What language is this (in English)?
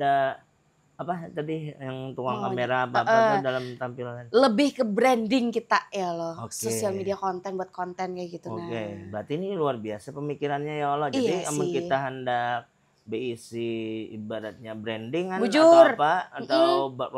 Banjar